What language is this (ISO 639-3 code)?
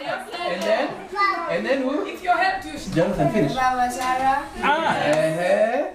guz